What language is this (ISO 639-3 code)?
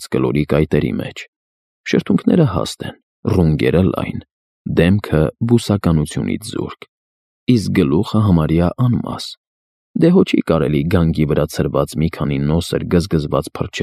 hye